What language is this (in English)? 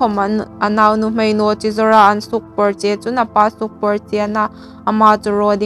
Hmar